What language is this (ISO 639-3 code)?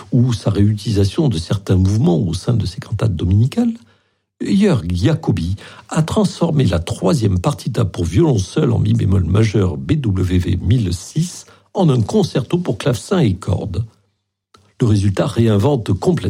fra